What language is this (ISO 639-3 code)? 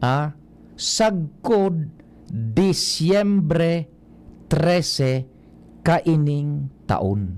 bik